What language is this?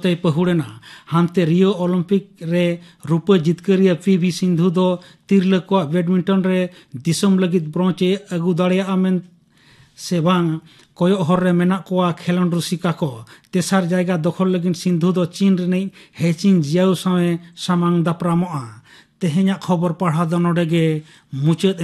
Santali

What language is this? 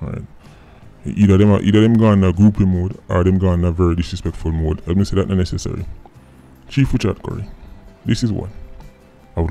Jamaican Creole English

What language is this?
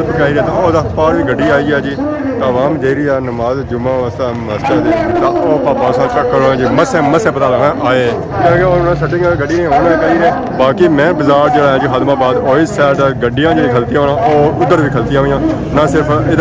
Pahari-Potwari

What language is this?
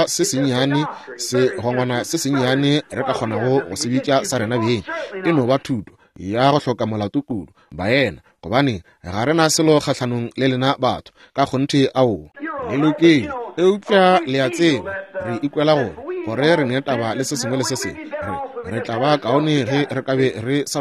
Northern Sotho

